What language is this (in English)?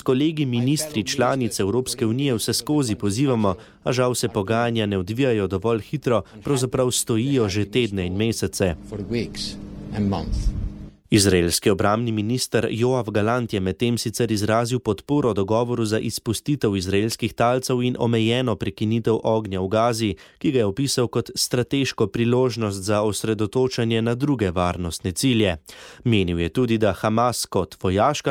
Slovenian